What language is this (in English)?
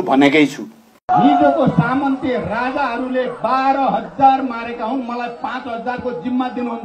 Nepali